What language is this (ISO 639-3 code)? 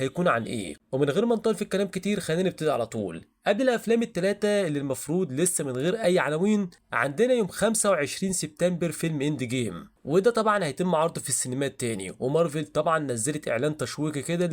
arz